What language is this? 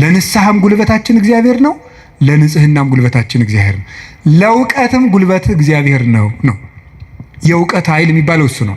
Amharic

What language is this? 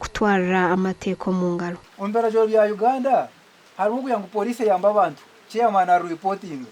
Nyankole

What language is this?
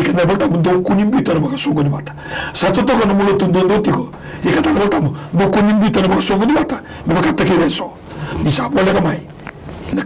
Fijian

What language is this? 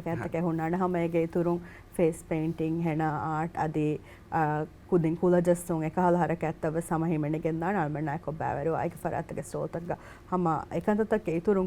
Divehi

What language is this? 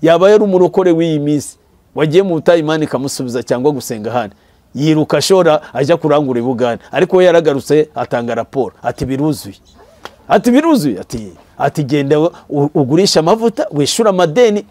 Kinyarwanda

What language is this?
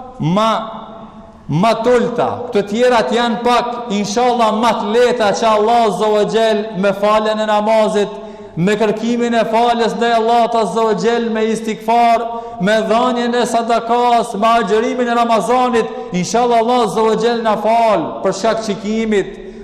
Albanian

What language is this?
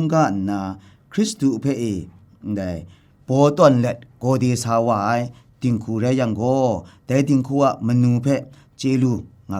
Kachin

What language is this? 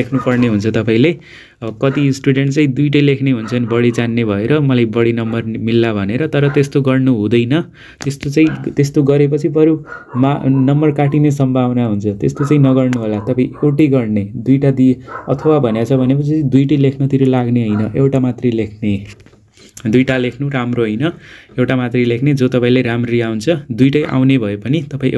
Nepali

